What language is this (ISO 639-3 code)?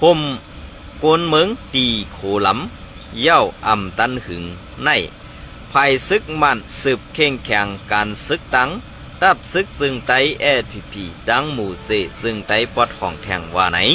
shn